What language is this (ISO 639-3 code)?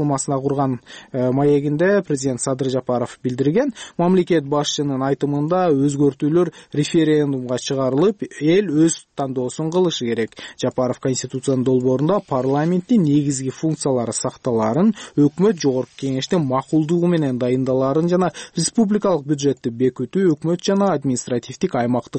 kir